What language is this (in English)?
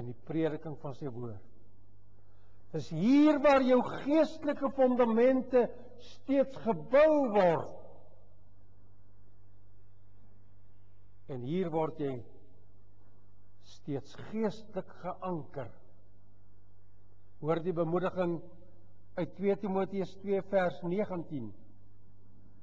Afrikaans